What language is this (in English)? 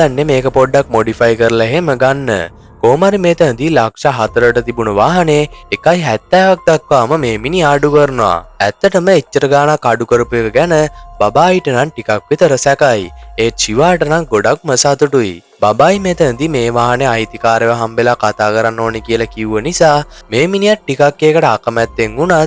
Sinhala